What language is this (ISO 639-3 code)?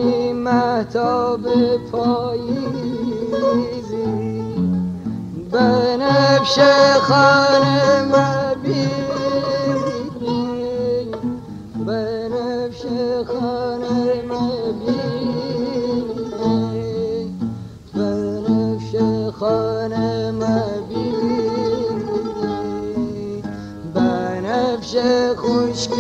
fas